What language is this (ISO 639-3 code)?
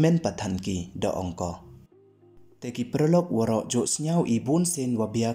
pbv